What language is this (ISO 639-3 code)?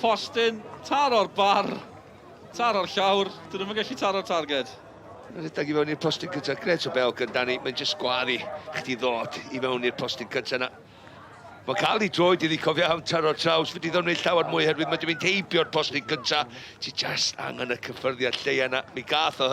cym